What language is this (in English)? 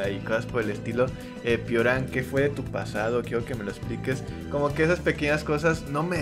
Spanish